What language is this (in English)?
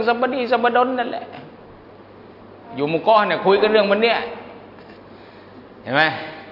Thai